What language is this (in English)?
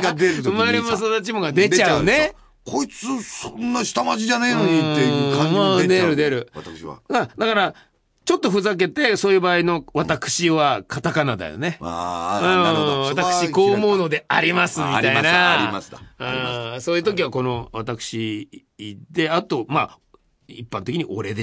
Japanese